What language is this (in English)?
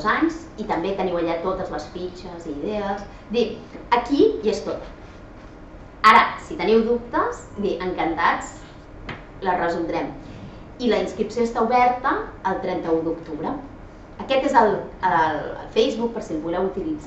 Catalan